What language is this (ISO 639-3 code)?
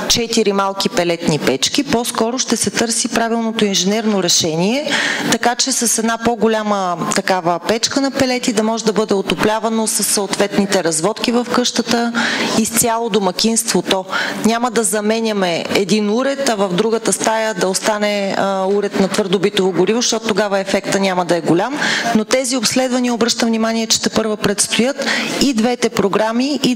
bul